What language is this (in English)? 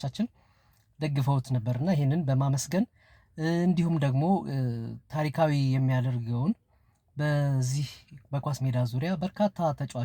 Amharic